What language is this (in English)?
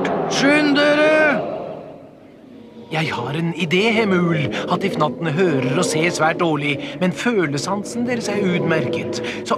Norwegian